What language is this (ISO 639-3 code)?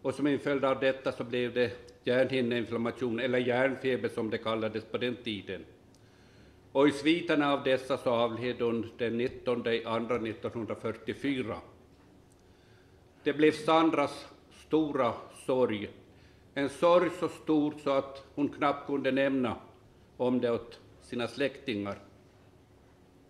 swe